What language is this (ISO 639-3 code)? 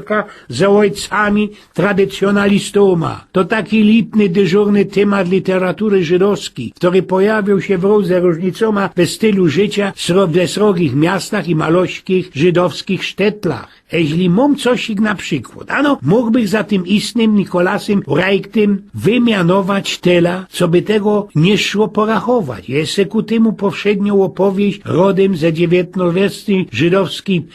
szl